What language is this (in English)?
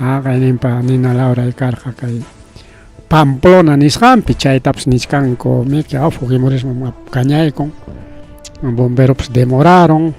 Ayacucho Quechua